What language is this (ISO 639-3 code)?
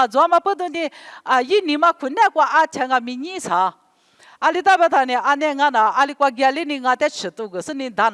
lis